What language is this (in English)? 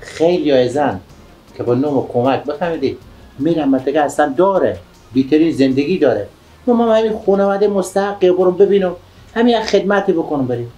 Persian